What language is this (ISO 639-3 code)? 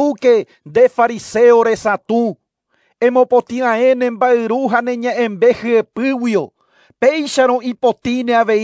grn